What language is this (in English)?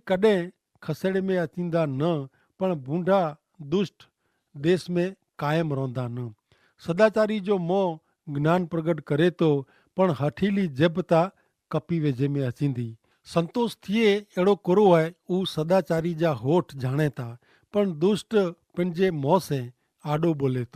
Kachhi